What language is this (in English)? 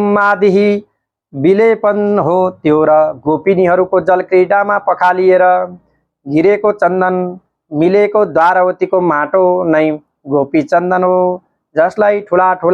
Nepali